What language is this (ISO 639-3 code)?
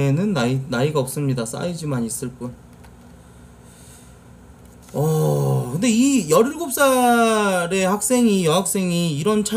kor